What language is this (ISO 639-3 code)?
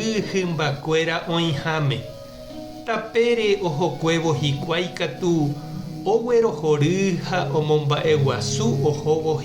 grn